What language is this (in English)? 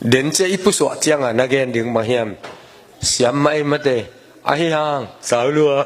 Tedim Chin